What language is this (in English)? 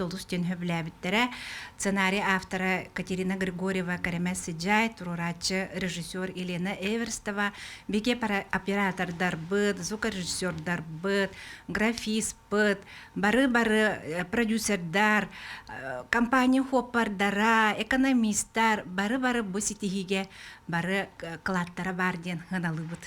Yakut